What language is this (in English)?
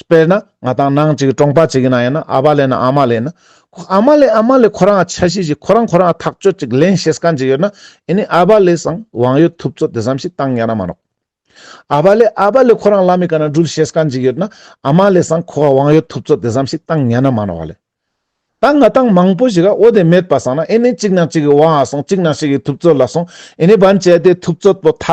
Ladakhi